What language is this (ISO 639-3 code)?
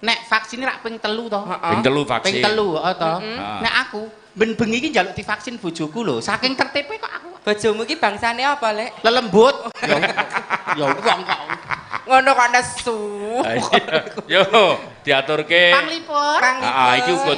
jav